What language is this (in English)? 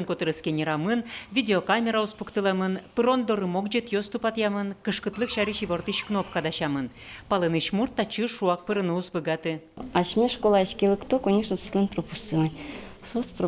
Udmurt